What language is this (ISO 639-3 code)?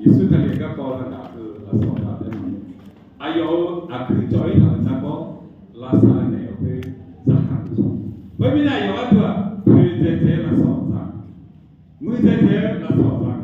ahk